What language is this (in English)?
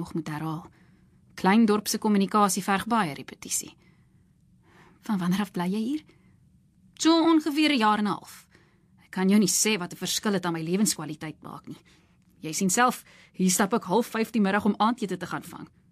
Afrikaans